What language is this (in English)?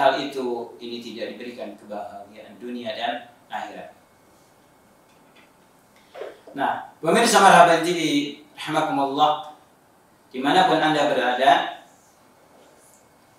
Indonesian